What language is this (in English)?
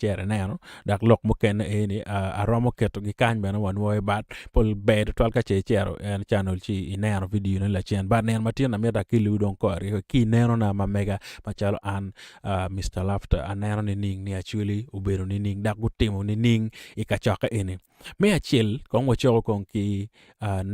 Acoli